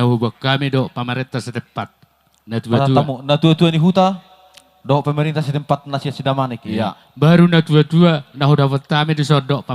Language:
Batak Toba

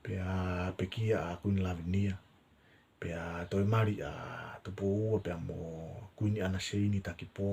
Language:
Tongan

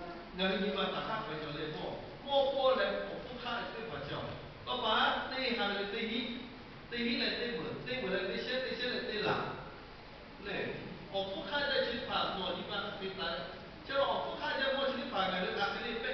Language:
Lahu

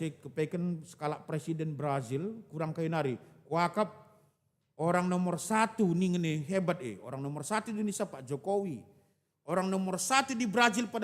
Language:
Batak Karo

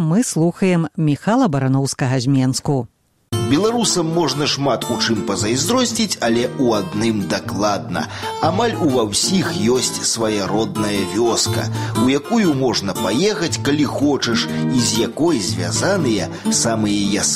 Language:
Belarusian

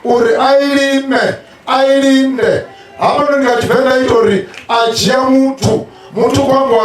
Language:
Venda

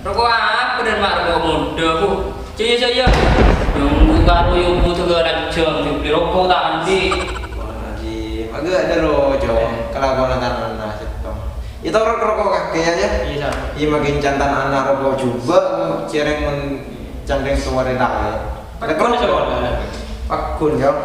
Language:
Madurese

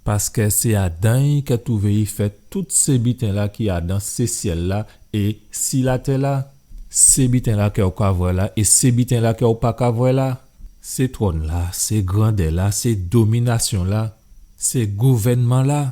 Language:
Guadeloupean Creole French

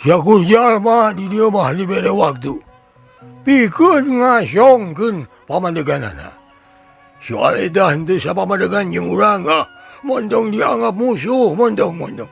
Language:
Sundanese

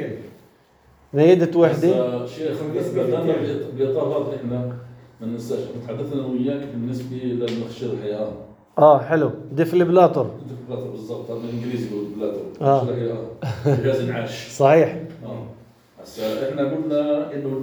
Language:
North Levantine Arabic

